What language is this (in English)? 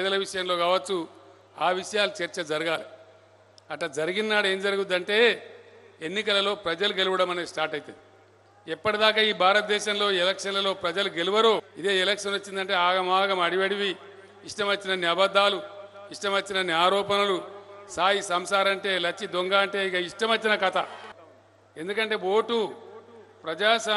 Telugu